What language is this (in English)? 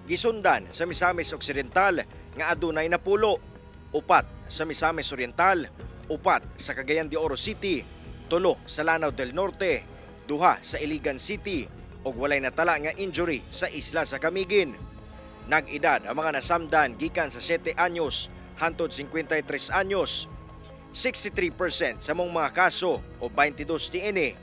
Cebuano